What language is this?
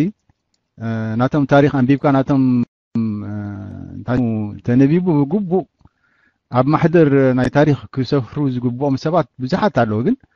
Tigrinya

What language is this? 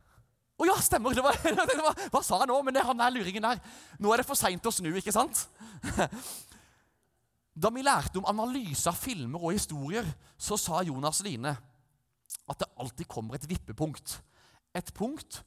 Norwegian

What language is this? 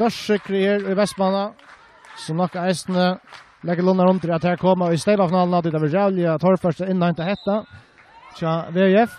Faroese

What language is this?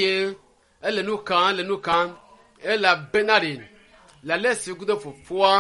Ewe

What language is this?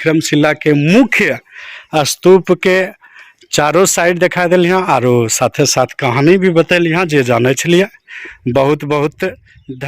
Angika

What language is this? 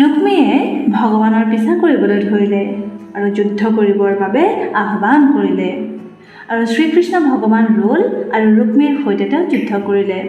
Assamese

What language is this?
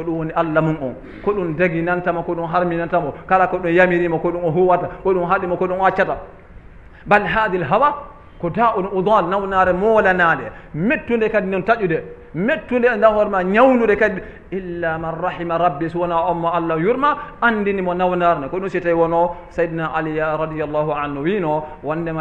Fula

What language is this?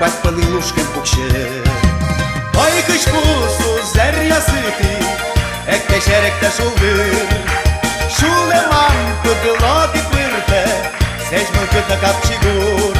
Udmurt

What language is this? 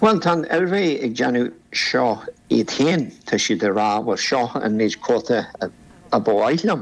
Irish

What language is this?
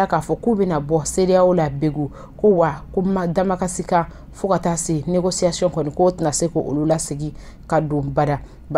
Bambara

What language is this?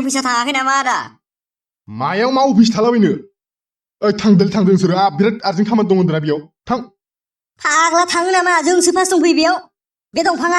Bodo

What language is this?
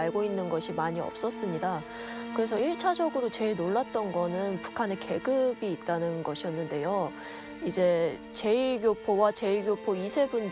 Korean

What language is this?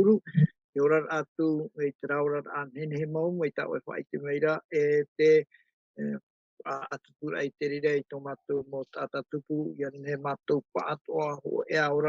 Tahitian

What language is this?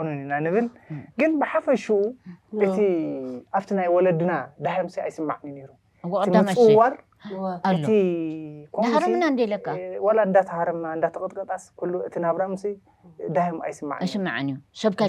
Tigrinya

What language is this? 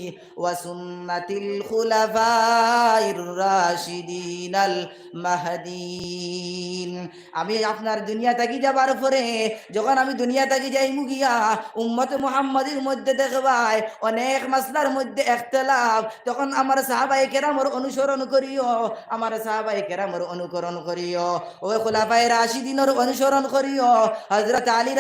Sylheti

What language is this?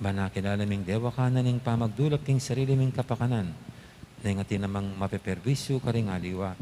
Pampanga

